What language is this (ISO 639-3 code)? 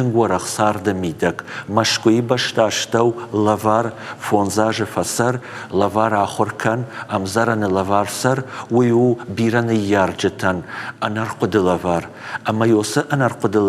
oss